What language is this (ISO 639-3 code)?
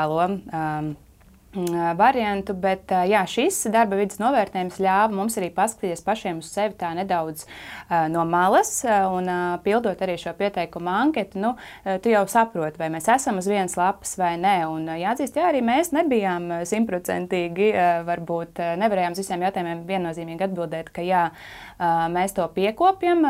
lav